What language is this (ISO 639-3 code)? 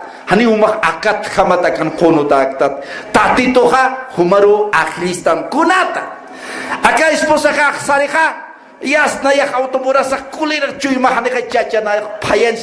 aym